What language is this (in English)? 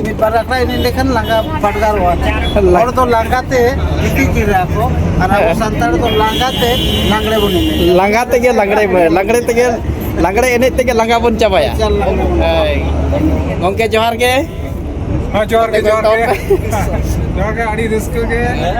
Santali